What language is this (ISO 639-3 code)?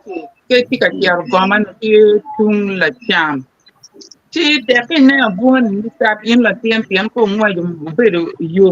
ach